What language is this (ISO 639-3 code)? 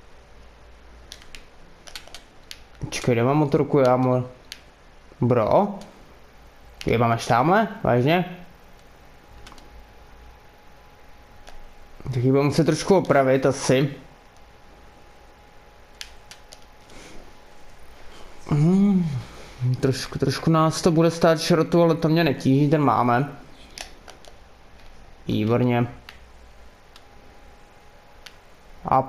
ces